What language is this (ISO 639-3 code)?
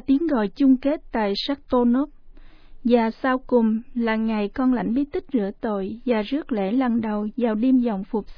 vie